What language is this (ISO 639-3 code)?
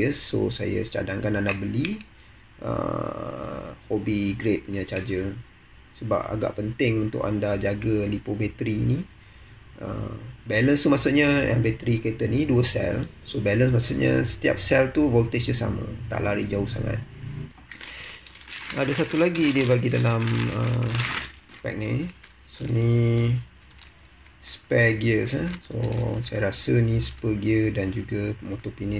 msa